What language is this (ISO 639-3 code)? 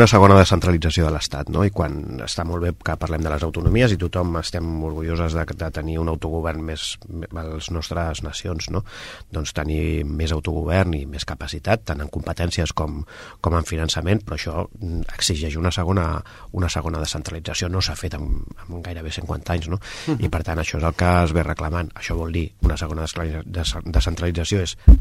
cat